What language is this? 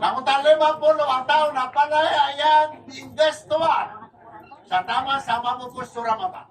Maranao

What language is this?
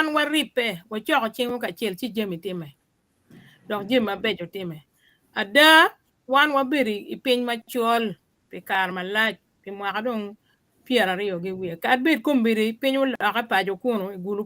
Acoli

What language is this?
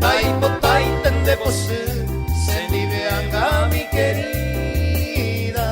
Guarani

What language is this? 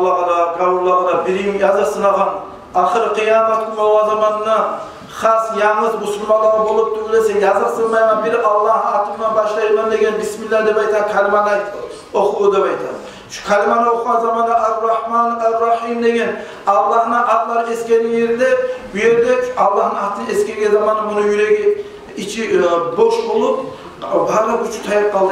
Kumyk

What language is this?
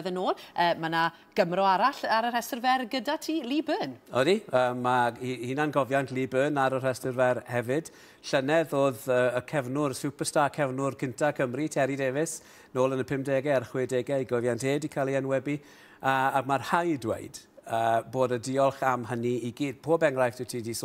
Welsh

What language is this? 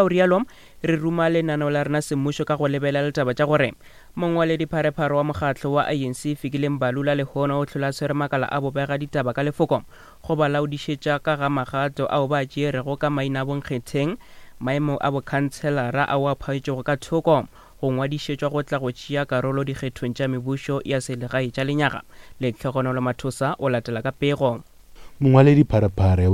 Northern Sotho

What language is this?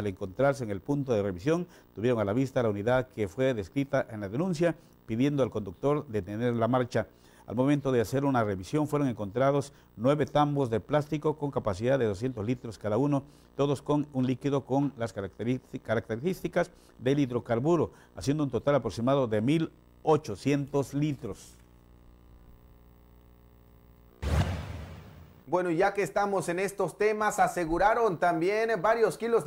Spanish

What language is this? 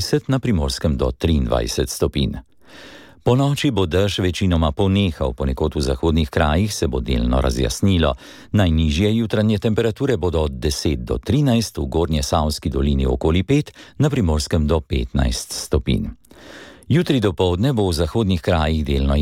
Slovenian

